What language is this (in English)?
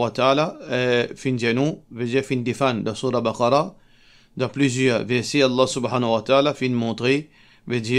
Morisyen